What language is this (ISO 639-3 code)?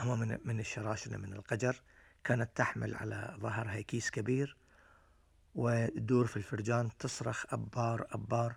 afb